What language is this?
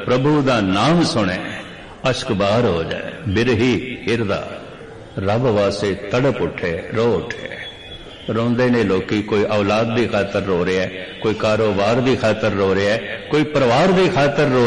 Punjabi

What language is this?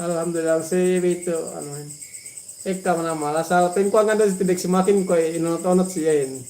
Yakan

